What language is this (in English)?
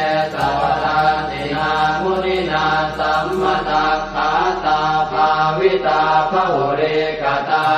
Pali